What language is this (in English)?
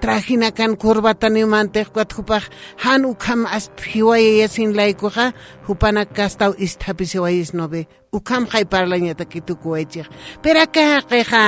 Aymara